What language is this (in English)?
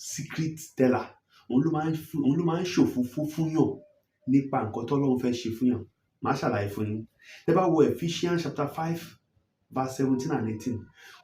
Yoruba